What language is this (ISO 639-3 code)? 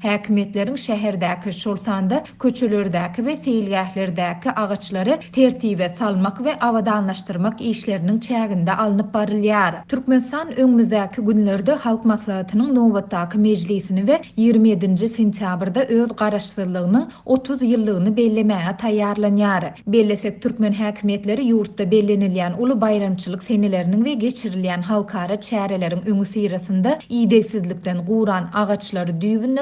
tuk